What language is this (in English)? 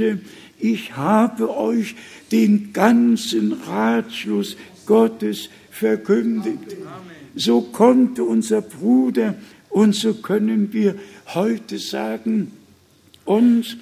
German